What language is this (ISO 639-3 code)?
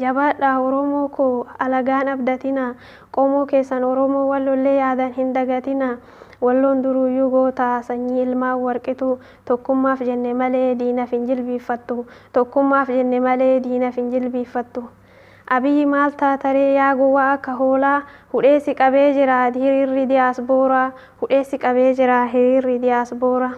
orm